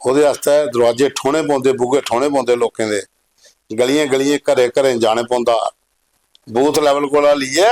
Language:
Dogri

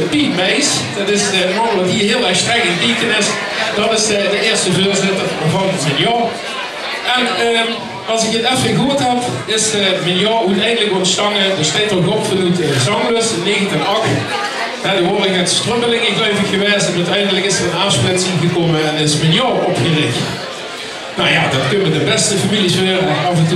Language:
Limburgish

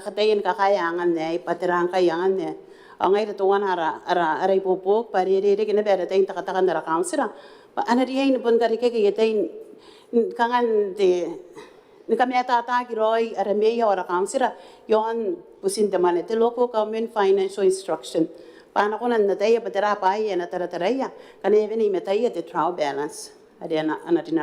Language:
Gilbertese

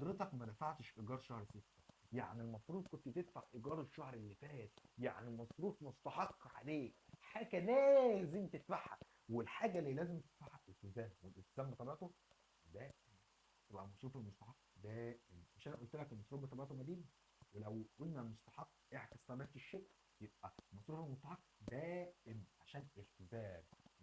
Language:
Egyptian Arabic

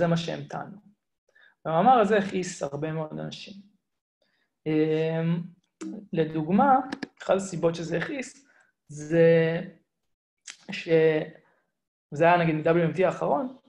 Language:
Hebrew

